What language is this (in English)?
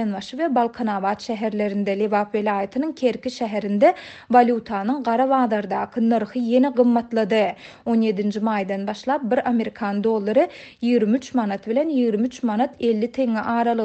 Turkmen